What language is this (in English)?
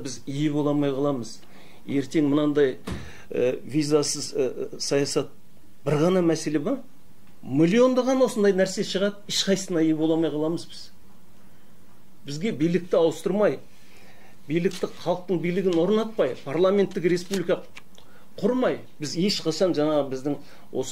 Kazakh